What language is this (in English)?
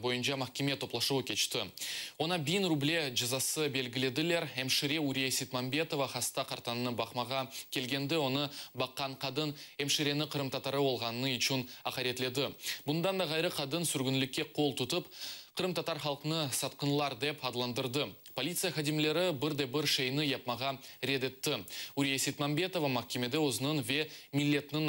Crimean Tatar